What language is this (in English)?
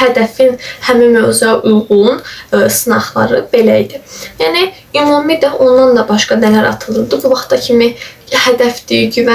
Azerbaijani